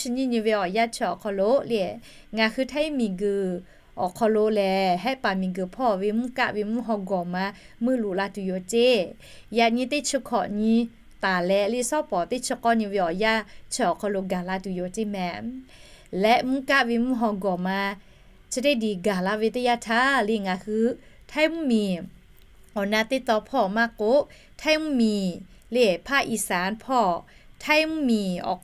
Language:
Lahu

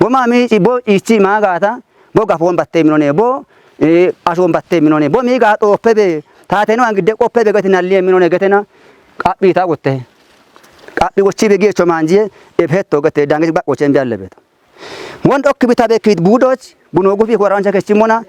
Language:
Kafa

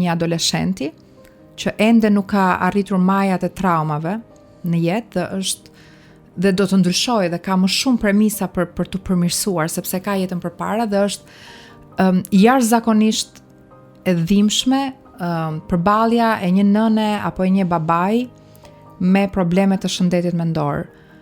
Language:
Albanian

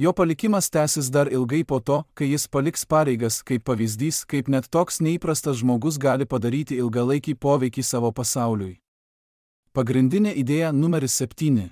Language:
Lithuanian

